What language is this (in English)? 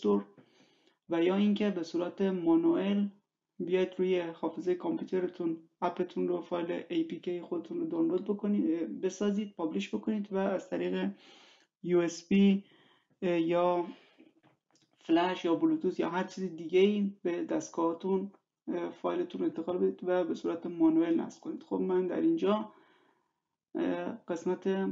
Persian